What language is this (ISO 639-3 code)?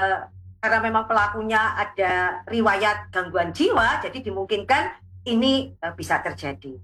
ind